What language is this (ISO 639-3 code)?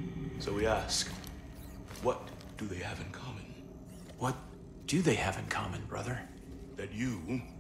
eng